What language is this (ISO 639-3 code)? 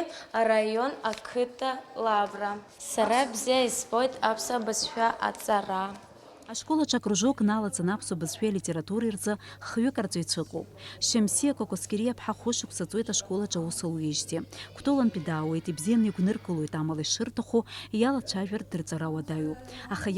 abk